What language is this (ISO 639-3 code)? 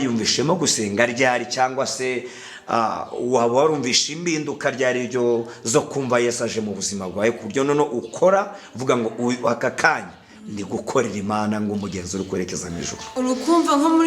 kin